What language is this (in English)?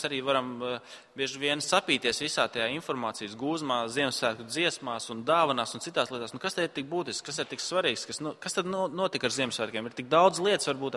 Latvian